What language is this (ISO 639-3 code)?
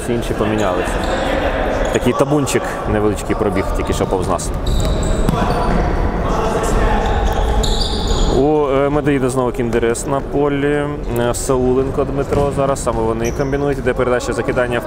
ukr